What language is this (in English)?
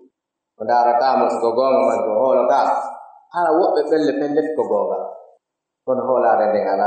Pular